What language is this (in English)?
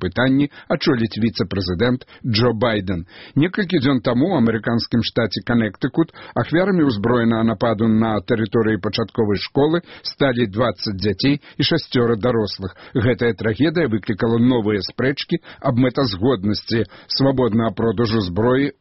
Belarusian